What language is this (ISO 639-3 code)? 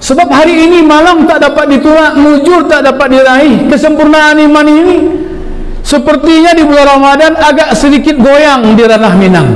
min